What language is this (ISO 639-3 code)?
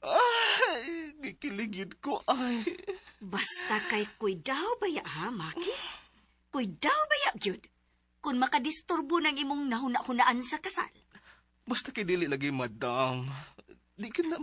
ceb